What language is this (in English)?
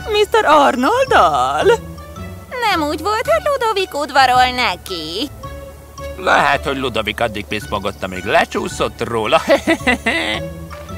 Hungarian